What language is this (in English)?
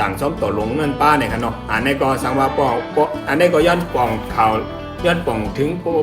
Shan